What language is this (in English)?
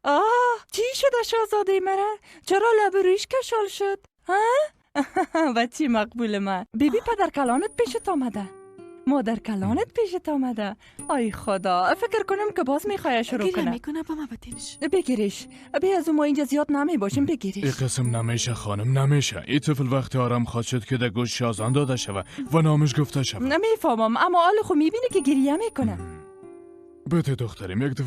Persian